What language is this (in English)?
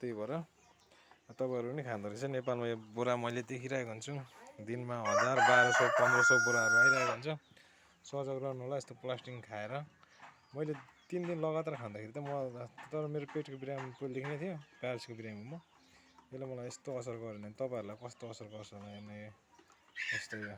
Nepali